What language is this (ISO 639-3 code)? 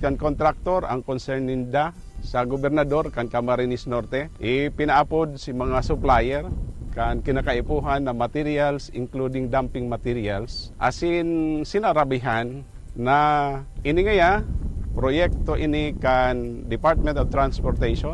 bik